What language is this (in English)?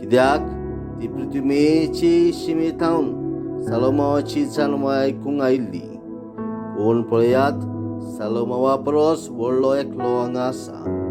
Konkani